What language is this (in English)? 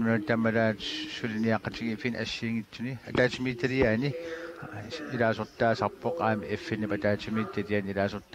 Kalaallisut